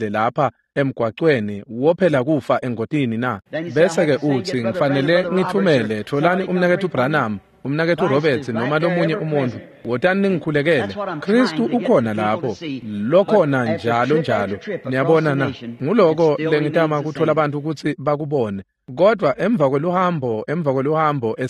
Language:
Swati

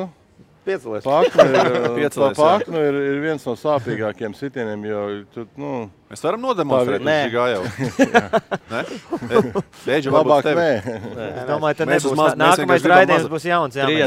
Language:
Latvian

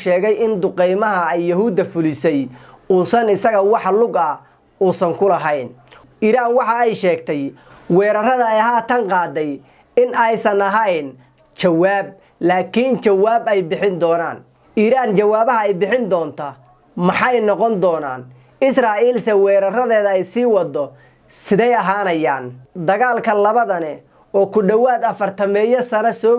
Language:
Somali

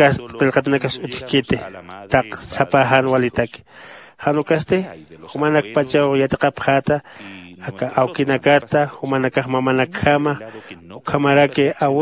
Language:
Aymara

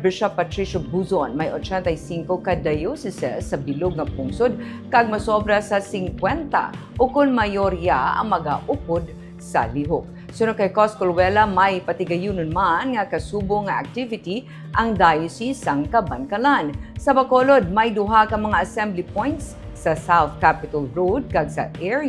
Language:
Hiligaynon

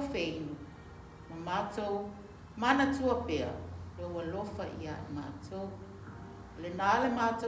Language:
Samoan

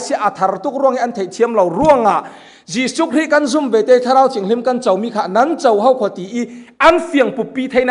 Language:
Falam Chin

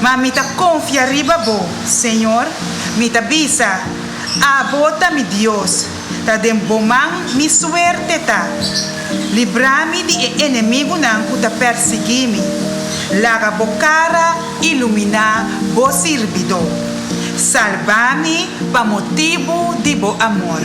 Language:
Papiamento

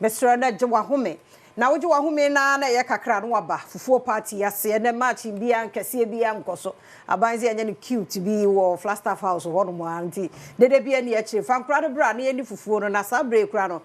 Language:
Akan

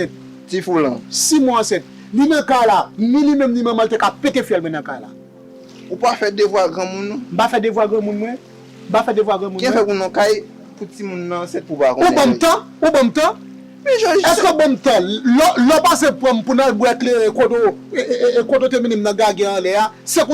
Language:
Haitian Creole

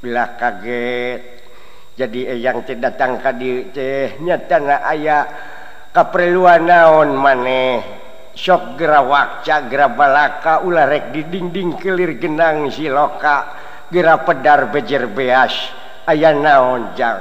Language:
Sundanese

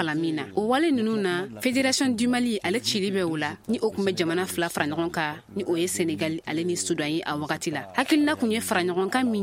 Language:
Bambara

